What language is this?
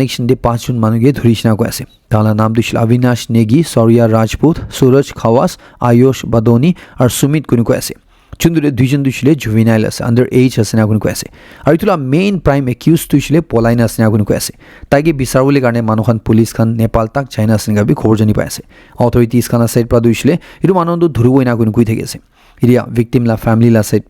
Naga Pidgin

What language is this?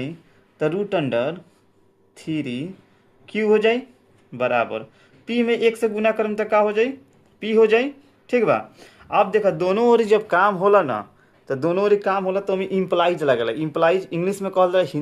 Bhojpuri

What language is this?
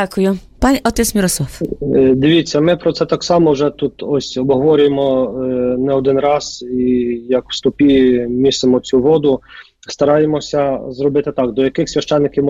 Ukrainian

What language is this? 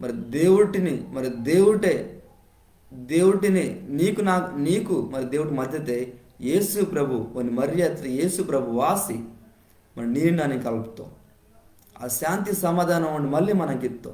Koya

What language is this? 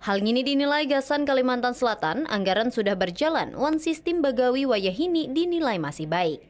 Banjar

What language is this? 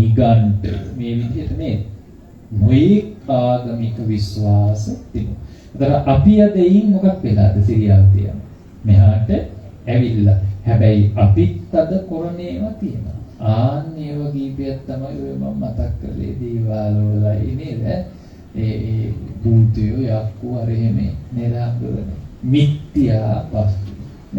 Sinhala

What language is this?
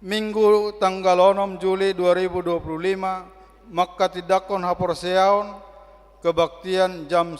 Batak Toba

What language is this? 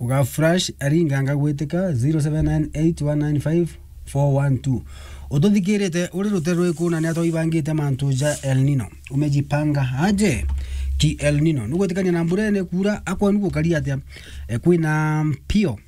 Meru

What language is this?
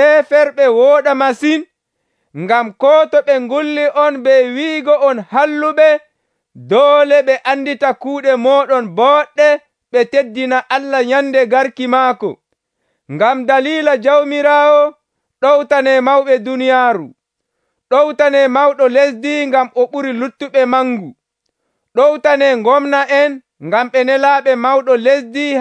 Nigerian Fulfulde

